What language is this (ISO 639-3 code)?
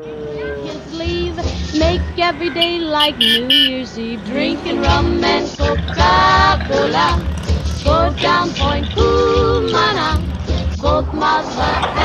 fry